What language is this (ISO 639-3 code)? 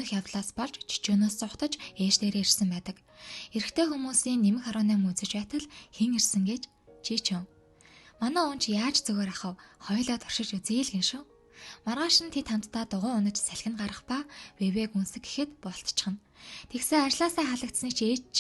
mon